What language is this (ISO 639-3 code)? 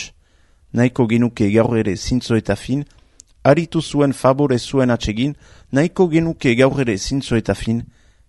eus